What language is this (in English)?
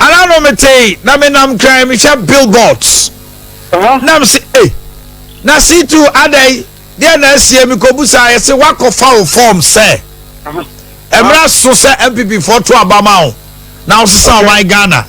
Akan